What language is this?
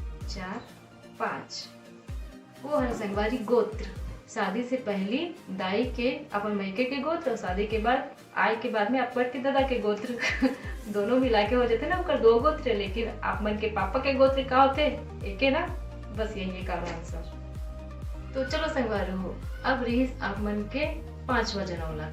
Chhattisgarhi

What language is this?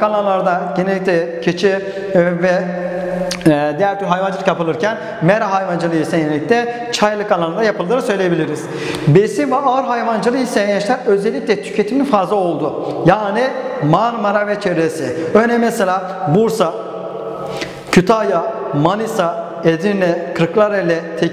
Turkish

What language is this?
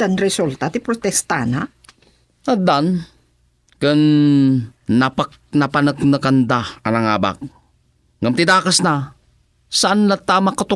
Iloko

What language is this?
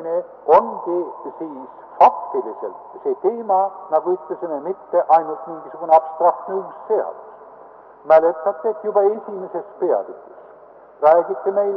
Estonian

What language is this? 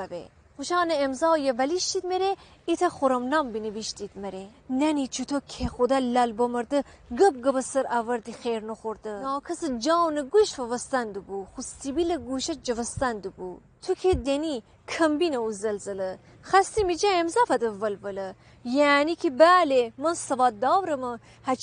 Gilaki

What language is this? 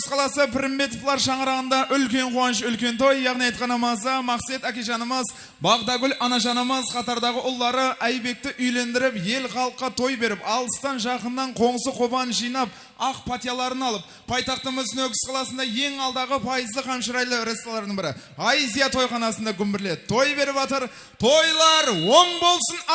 Kara-Kalpak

